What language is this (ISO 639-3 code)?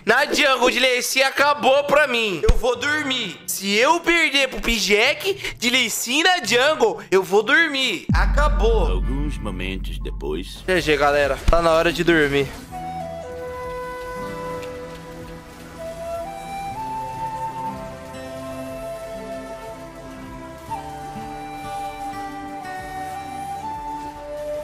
por